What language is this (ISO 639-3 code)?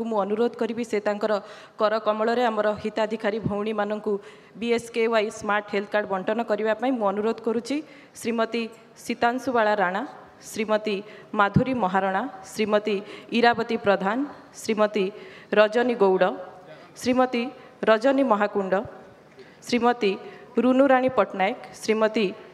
ori